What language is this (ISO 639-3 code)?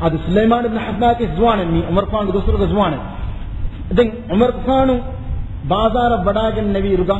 div